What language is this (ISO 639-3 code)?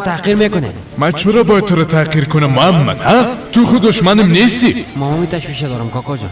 fas